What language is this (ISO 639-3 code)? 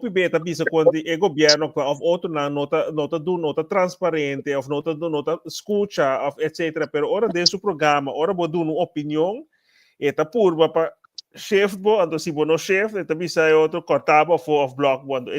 pap